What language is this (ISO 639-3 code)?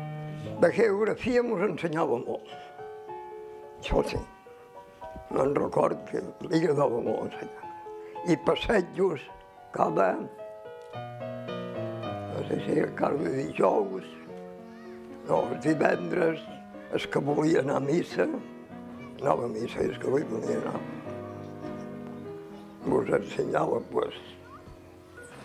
cat